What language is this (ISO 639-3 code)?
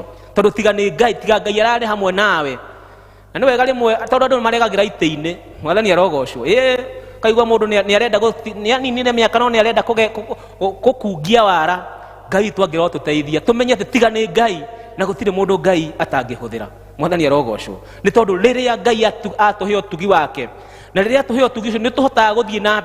kik